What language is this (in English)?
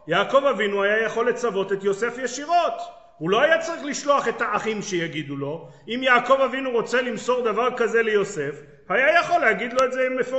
Hebrew